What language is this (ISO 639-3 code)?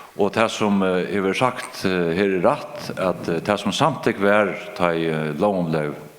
fao